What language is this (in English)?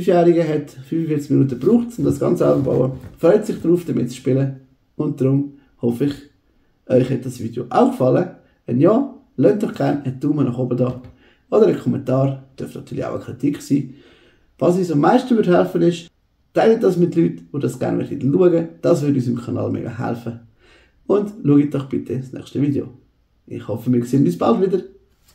Swiss German